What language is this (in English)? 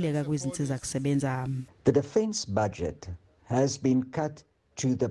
Zulu